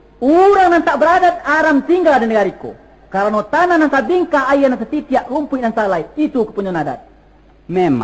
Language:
Minangkabau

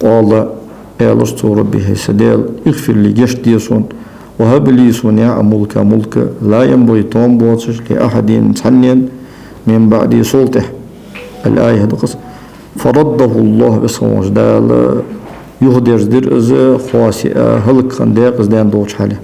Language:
Ingush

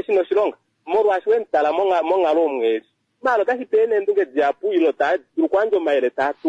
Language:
Kuanyama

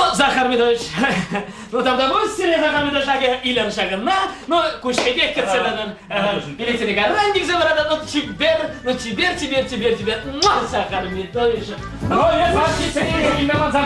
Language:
Chuvash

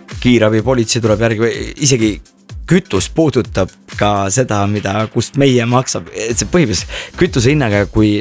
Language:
Estonian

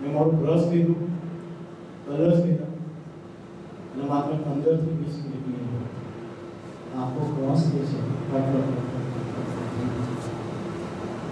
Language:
Gujarati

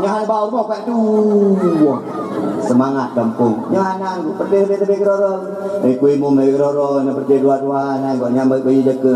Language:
Achinese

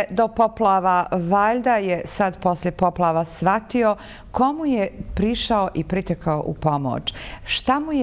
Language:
Bosnian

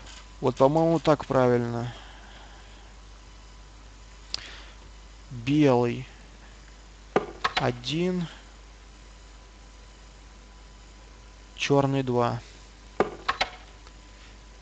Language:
Russian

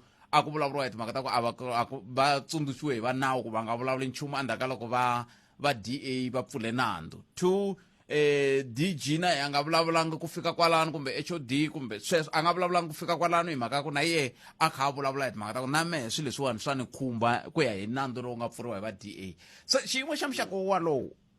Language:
Tsonga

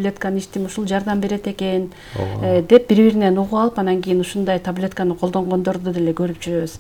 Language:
Kyrgyz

